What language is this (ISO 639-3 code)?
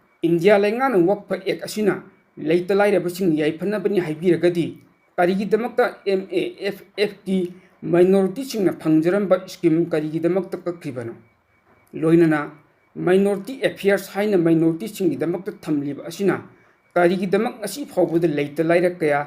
mni